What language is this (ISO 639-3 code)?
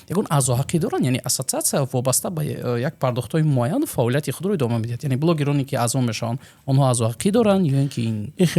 tgk